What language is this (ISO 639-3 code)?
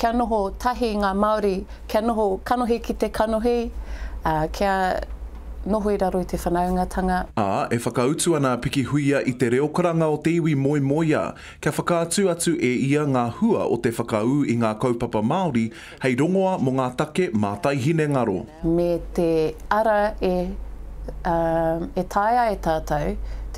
mri